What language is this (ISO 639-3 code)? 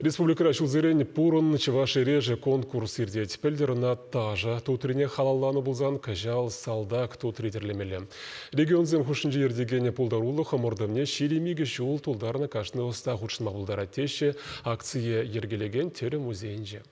chv